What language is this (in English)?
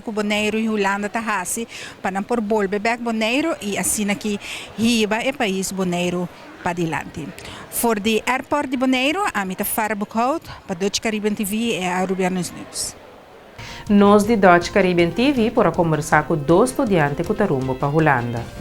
Papiamento